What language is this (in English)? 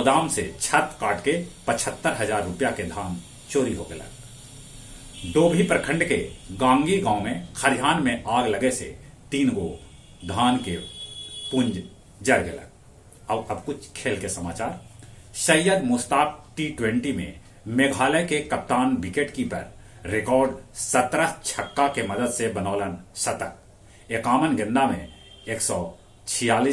Magahi